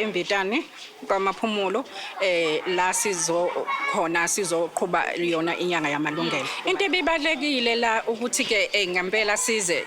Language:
Zulu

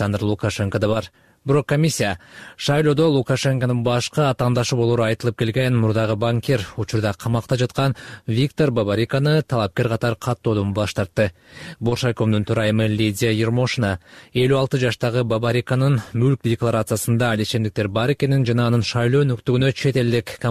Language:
Kyrgyz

